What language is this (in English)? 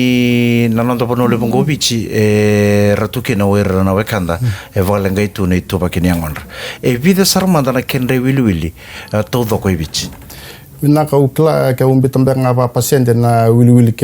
Fijian